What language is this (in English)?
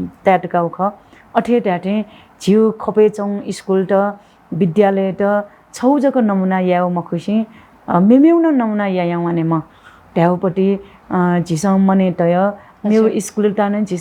Newari